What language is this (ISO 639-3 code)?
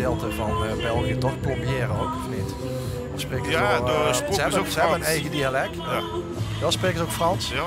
lim